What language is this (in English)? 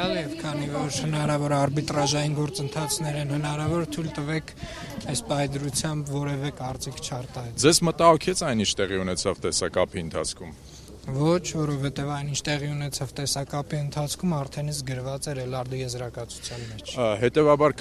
Armenian